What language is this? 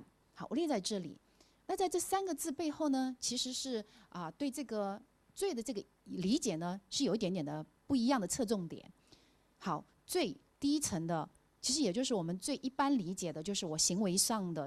Chinese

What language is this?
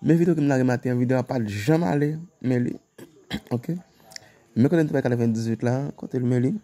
Haitian Creole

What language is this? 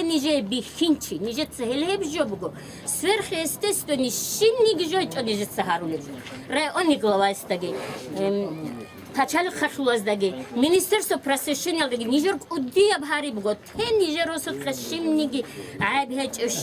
Avaric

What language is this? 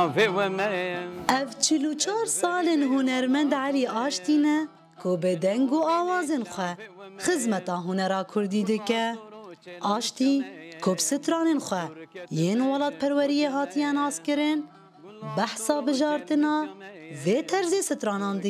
Kurdish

